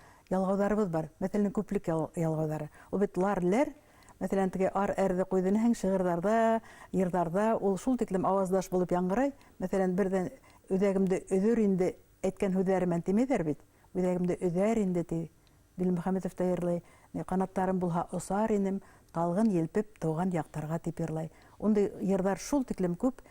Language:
Bashkir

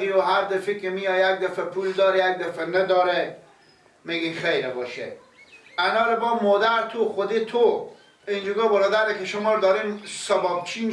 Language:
Persian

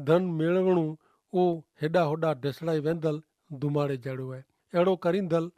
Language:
Kachhi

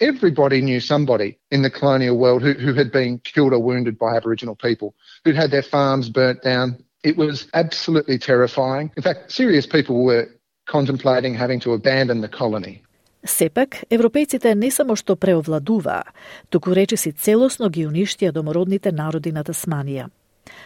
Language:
Macedonian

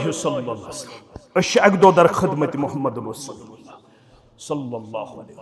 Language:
Kashmiri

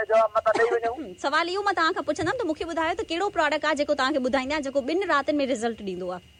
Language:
Sindhi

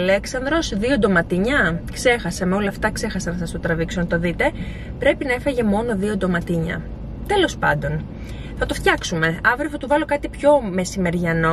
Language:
Greek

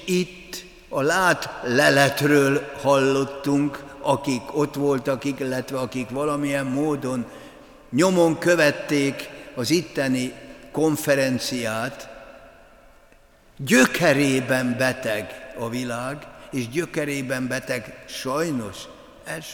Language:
Hungarian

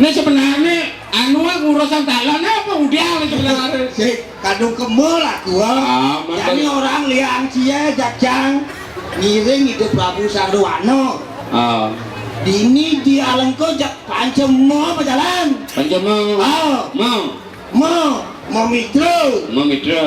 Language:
Balinese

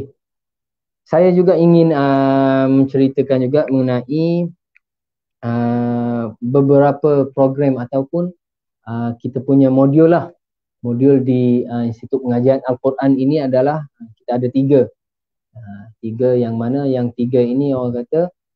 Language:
Malay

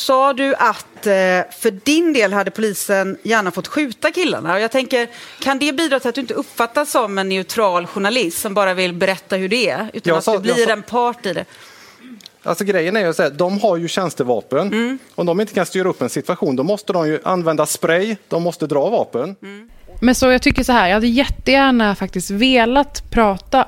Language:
Swedish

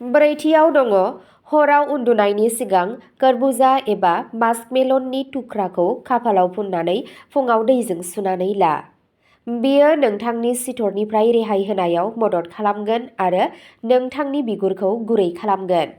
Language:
Bodo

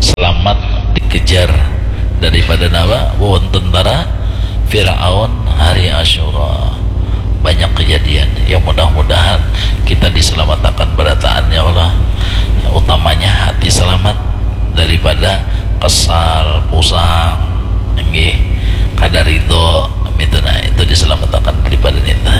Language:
Banjar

